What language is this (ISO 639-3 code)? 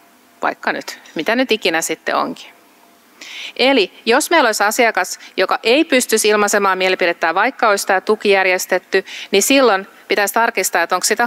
fin